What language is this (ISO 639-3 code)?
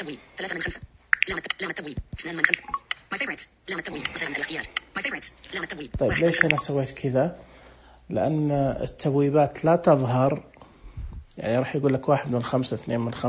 ars